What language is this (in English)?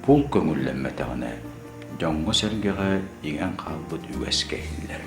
Yakut